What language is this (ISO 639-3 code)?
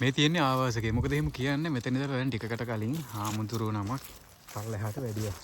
sin